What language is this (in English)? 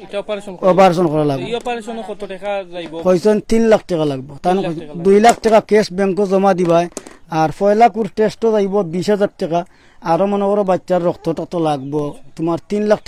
Sylheti